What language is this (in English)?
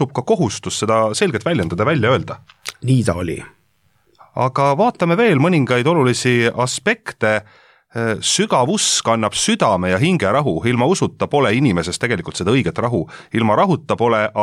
Estonian